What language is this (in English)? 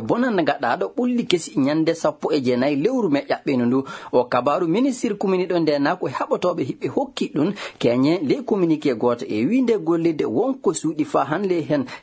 Maasina Fulfulde